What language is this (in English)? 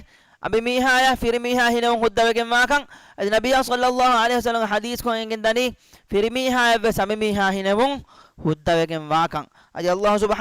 Divehi